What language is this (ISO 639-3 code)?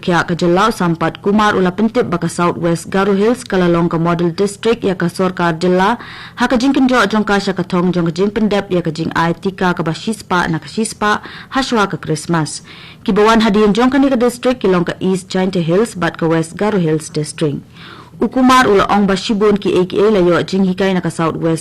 kha